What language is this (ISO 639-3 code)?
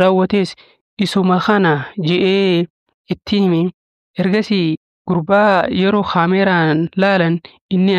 orm